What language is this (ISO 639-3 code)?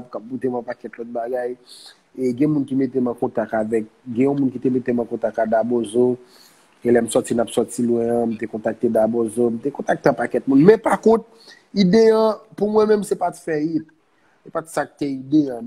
hat